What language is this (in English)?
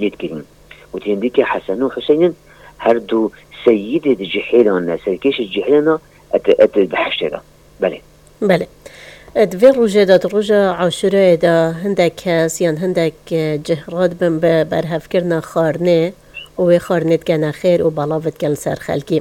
Kurdish